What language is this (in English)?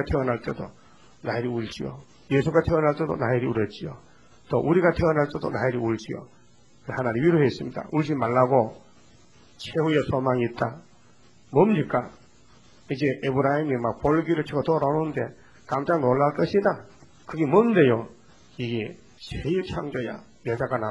Korean